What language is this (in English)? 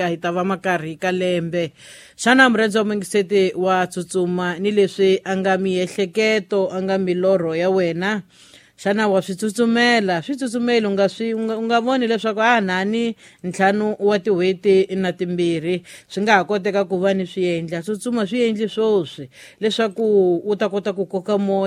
Tsonga